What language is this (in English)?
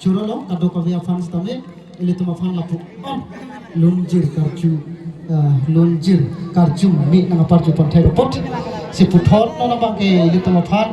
Karbi